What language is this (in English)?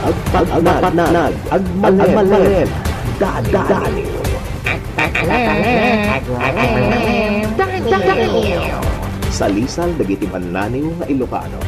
Iloko